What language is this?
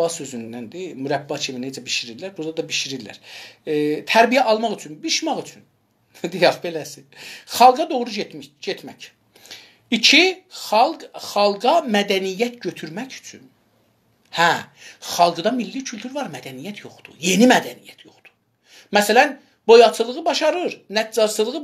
South Azerbaijani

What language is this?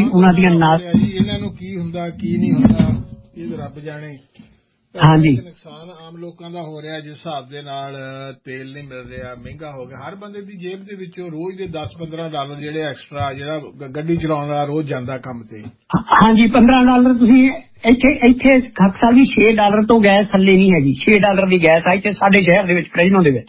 Punjabi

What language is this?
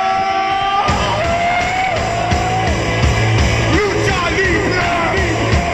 Danish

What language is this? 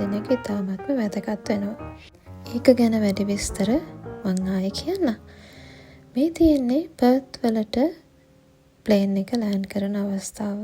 Sinhala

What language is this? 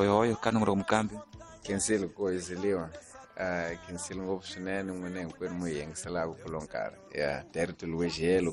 Tsonga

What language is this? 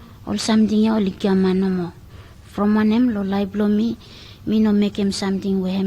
Bislama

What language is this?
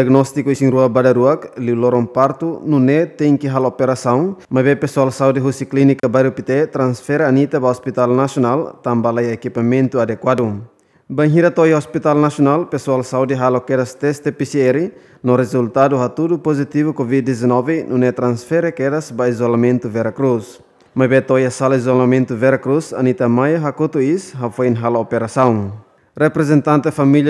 Tetum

